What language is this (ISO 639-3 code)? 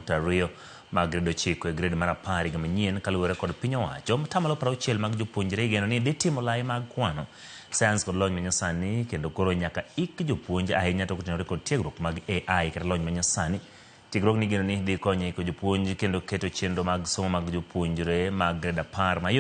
luo